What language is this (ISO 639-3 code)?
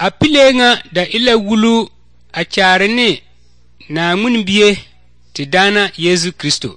dga